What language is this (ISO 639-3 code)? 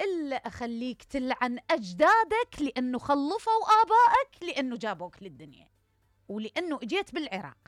acm